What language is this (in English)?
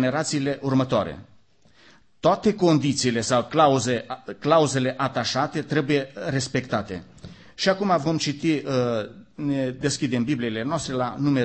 Romanian